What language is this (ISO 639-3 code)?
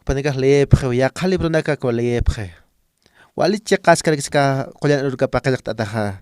aym